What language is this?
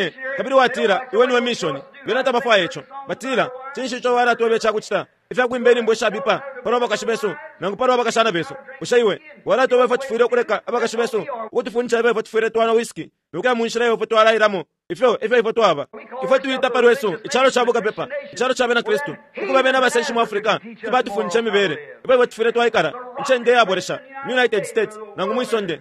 Bemba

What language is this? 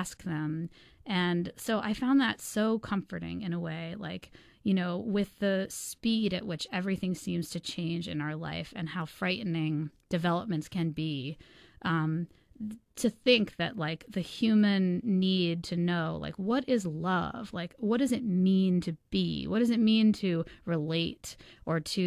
English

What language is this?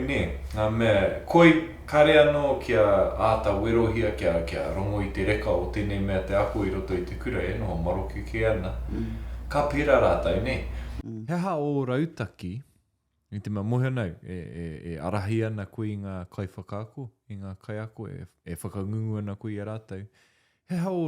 Māori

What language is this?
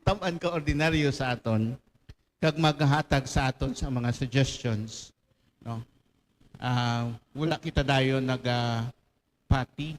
Hiligaynon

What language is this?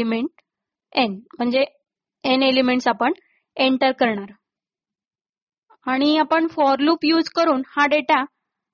Marathi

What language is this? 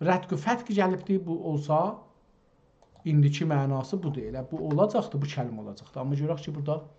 South Azerbaijani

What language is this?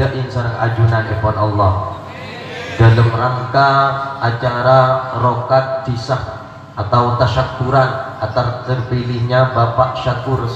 Madurese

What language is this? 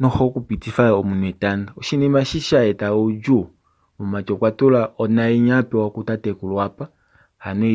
Kuanyama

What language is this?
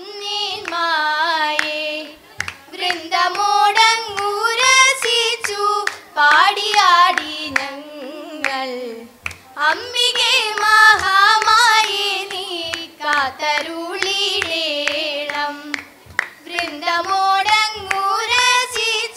Malayalam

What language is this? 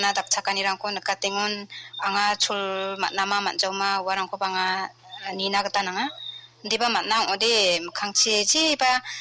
Garo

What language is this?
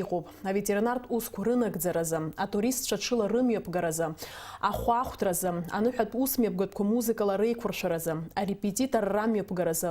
Abkhazian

